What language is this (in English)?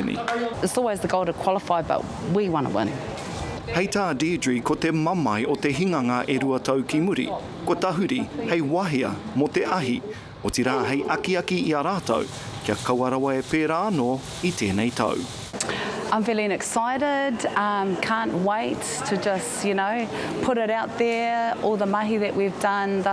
Māori